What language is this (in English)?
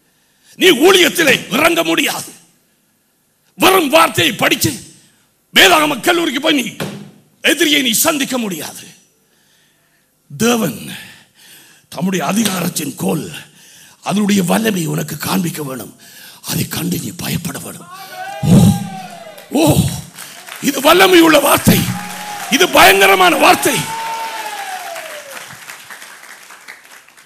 Tamil